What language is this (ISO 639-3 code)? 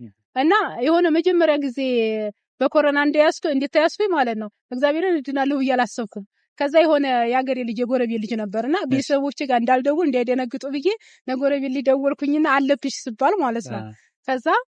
amh